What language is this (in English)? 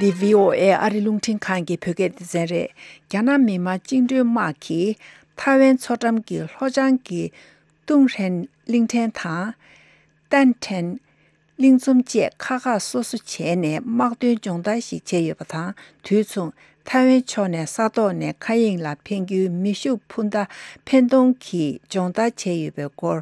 Tibetan